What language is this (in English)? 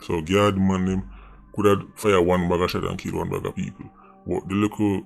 Jamaican Creole English